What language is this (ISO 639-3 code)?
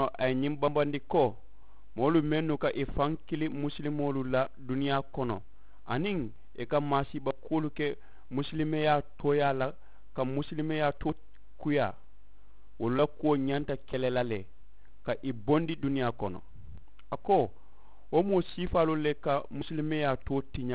man